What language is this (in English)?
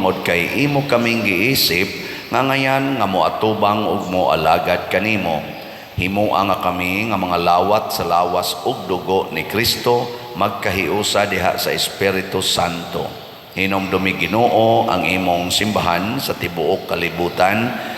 Cebuano